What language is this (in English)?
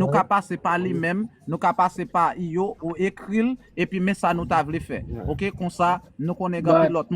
Haitian Creole